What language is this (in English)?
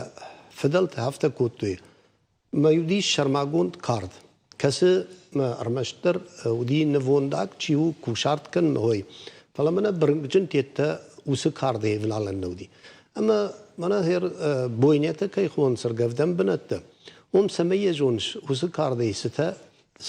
Ossetic